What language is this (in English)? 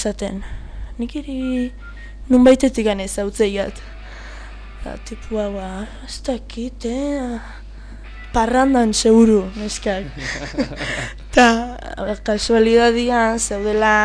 Basque